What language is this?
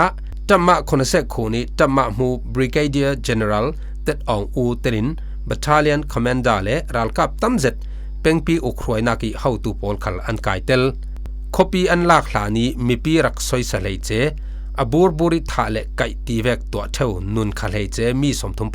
Falam Chin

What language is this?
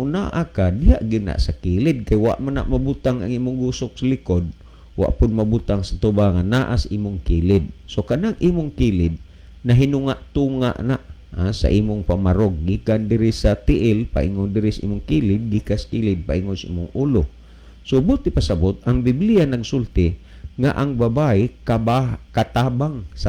Cebuano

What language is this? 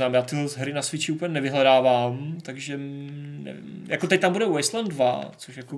Czech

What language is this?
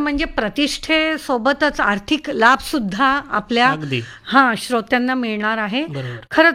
Marathi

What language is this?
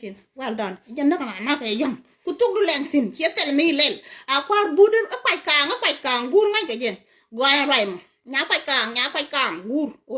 Nuer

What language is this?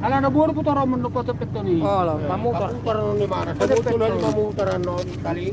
Batak Toba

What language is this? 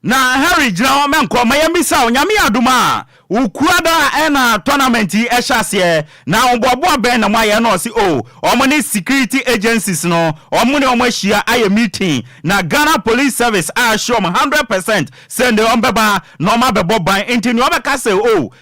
Akan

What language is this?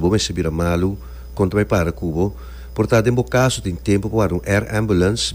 Papiamento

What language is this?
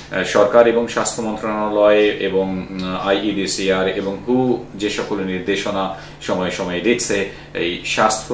Bangla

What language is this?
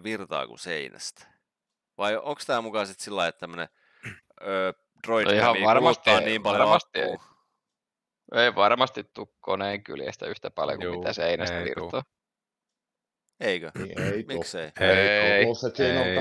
Finnish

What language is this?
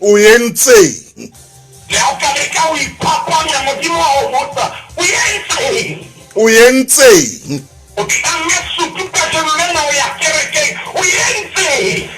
Southern Sotho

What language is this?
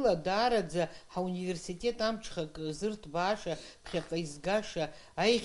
Abkhazian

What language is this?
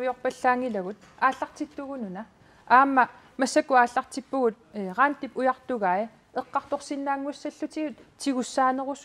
Kalaallisut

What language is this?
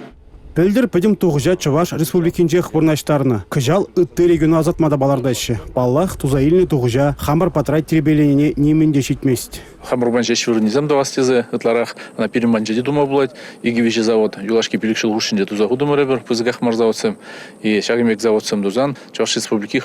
Chuvash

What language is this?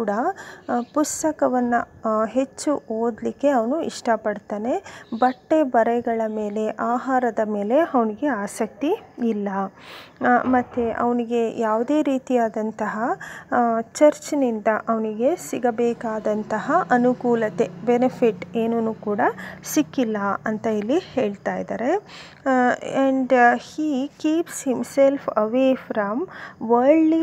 Kannada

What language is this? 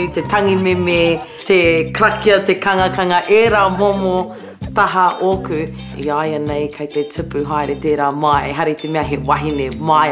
Māori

